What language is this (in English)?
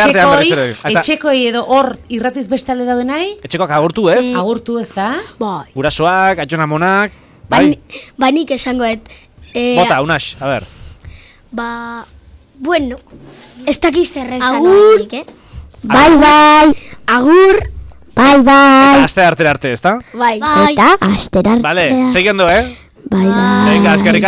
Basque